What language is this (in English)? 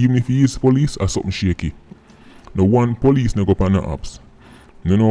Jamaican Creole English